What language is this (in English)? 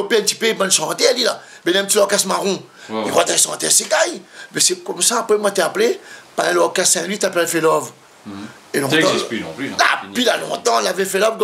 Réunion Creole French